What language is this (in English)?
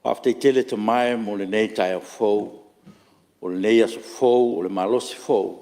Samoan